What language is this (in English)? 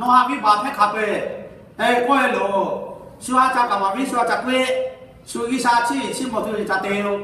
Lahu